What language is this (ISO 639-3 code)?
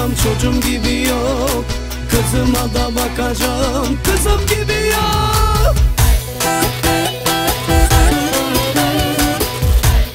tur